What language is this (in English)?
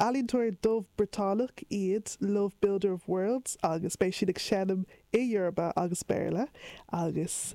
Irish